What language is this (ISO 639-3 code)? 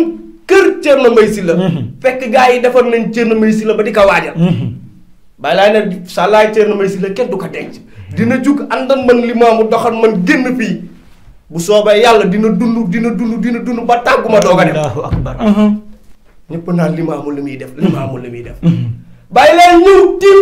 wol